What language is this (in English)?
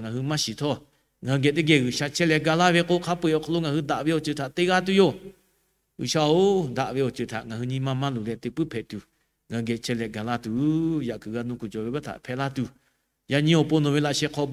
Lahu